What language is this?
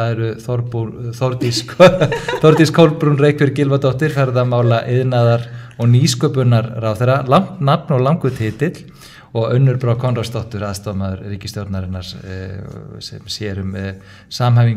Icelandic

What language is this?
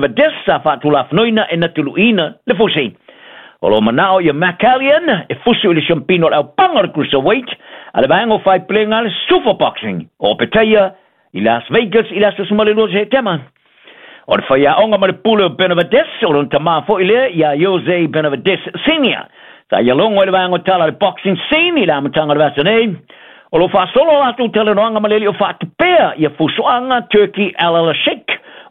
Samoan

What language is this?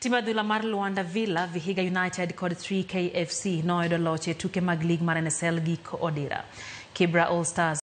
Luo (Kenya and Tanzania)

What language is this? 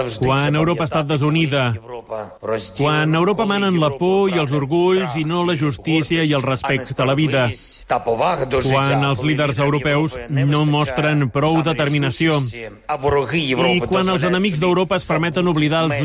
Catalan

